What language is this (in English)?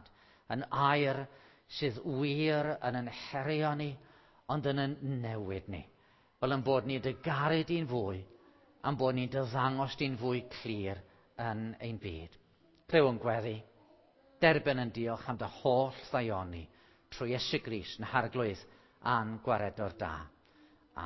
Welsh